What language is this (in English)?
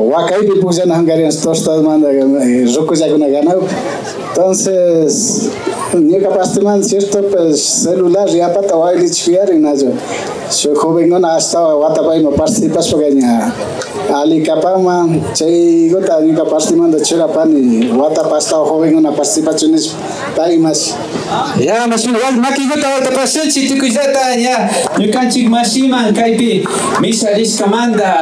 Imbabura Highland Quichua